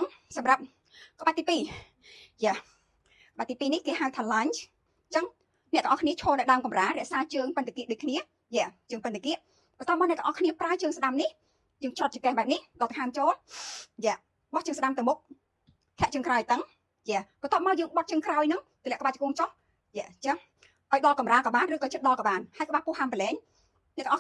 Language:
Khmer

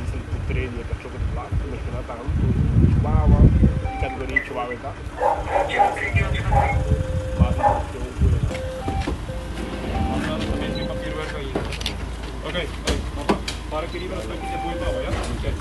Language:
Portuguese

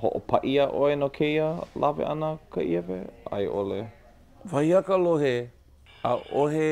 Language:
Hawaiian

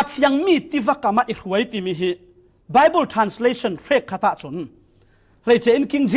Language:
Falam Chin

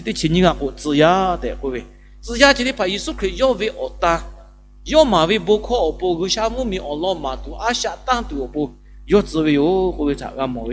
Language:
Lahu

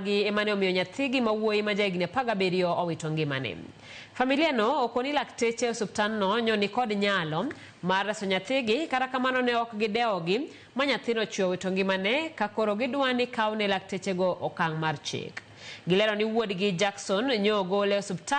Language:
Luo (Kenya and Tanzania)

